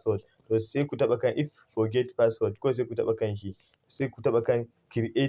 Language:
Hausa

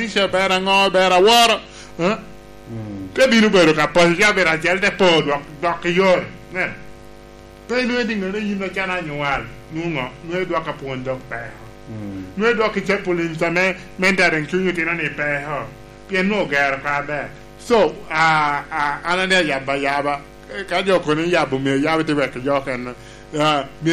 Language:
Lango (Uganda)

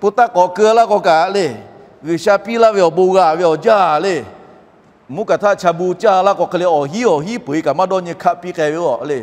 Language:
Lahu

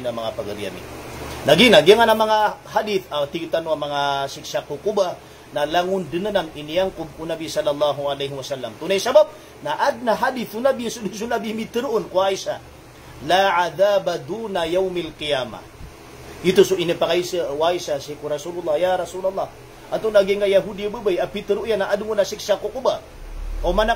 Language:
Maranao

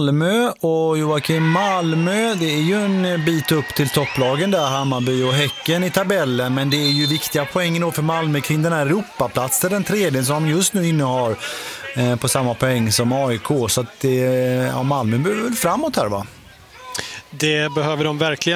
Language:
Swedish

